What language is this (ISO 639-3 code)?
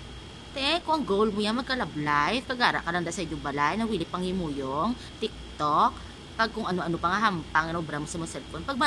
hil